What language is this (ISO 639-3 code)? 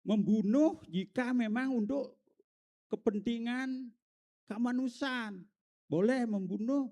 ban